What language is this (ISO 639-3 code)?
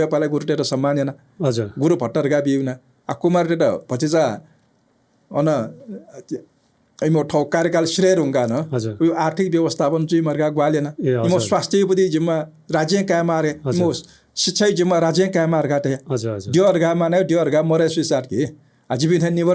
new